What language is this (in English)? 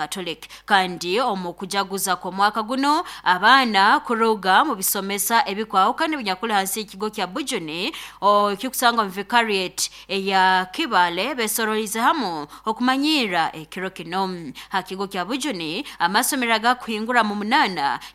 Nyoro